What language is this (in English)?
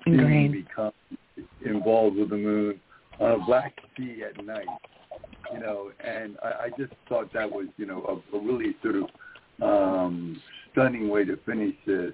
English